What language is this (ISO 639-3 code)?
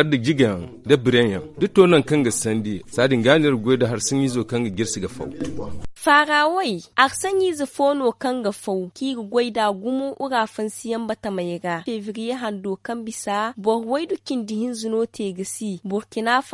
dje